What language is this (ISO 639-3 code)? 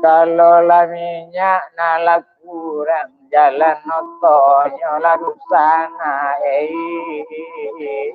min